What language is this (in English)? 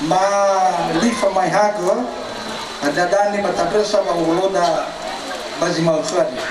Nias